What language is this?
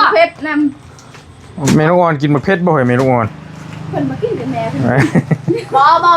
Northeastern Thai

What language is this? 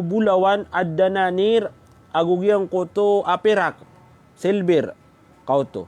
Maranao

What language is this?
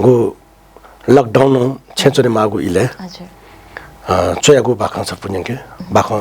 Newari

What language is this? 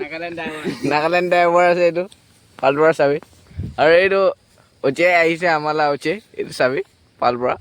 Naga Pidgin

